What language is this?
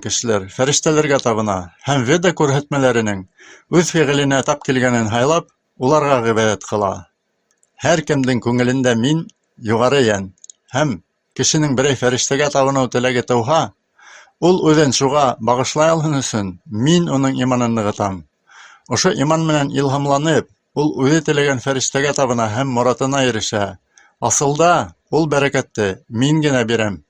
Bashkir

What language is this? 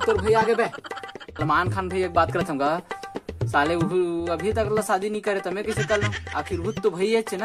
Chhattisgarhi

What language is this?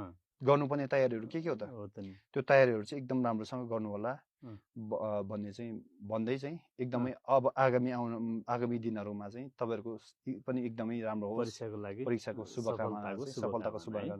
Nepali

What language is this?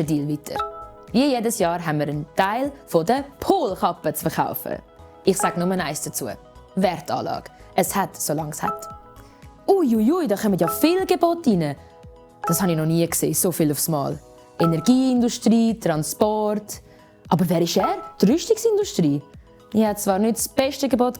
Swiss German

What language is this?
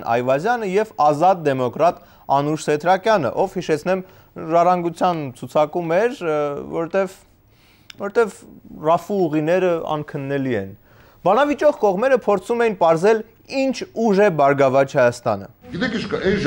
Armenian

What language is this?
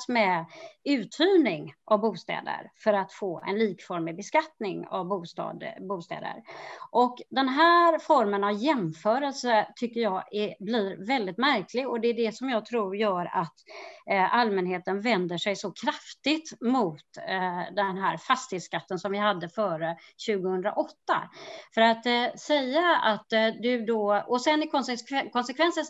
Swedish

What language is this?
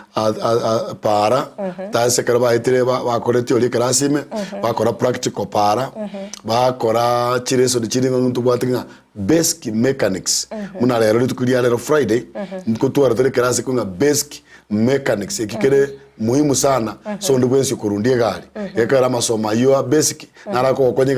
Gusii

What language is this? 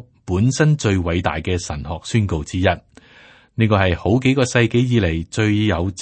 Cantonese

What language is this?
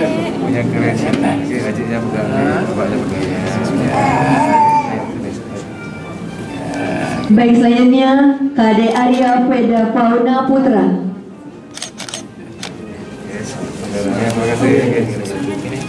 Indonesian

